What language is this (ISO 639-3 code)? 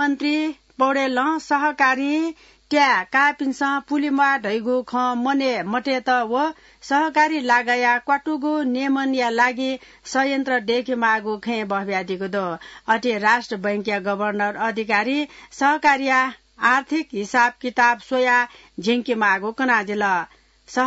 new